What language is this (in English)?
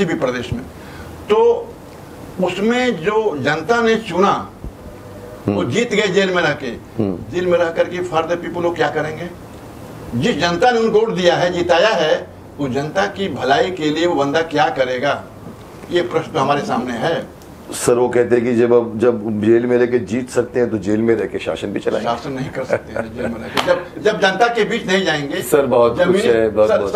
Hindi